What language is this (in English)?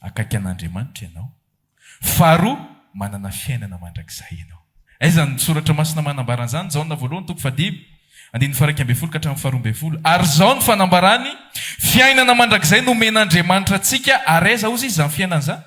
Malagasy